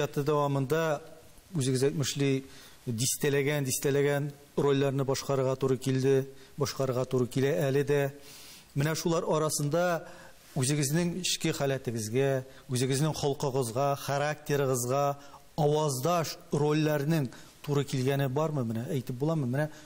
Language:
Tatar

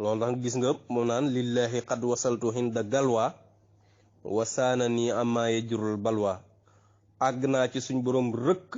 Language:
Wolof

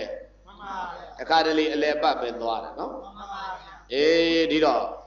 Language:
Burmese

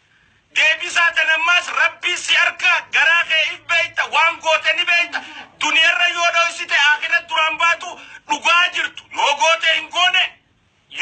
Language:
Oromo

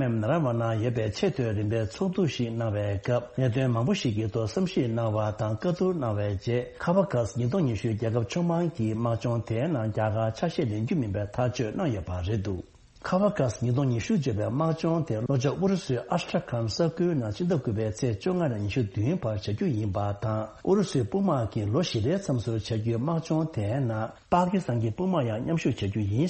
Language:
Tibetan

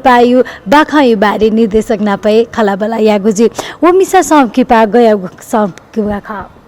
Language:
Newari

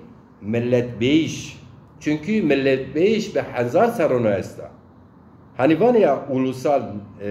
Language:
Zaza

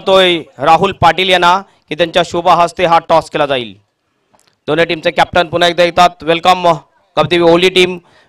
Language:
Marathi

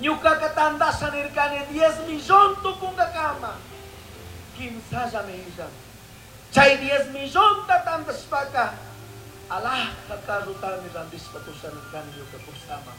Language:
Chimborazo Highland Quichua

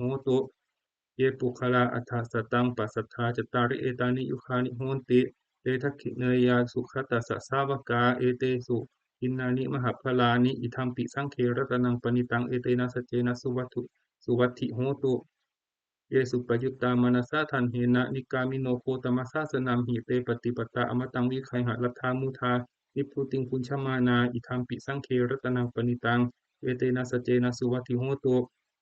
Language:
Pali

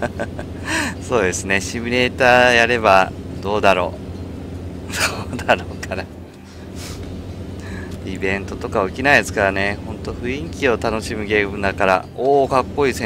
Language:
Japanese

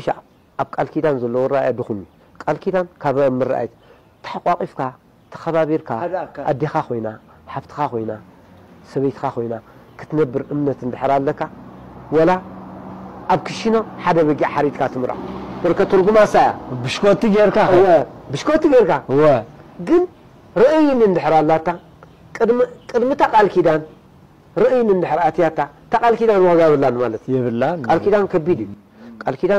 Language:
Tigrinya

